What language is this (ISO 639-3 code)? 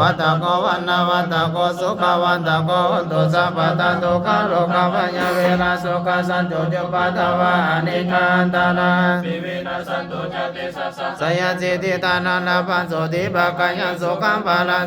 pli